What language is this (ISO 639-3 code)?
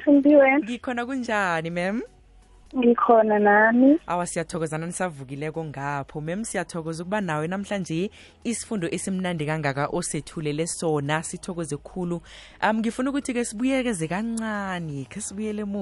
nbl